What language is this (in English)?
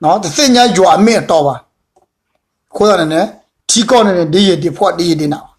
S'gaw Karen